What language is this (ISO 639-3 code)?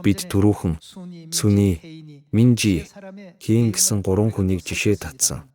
mon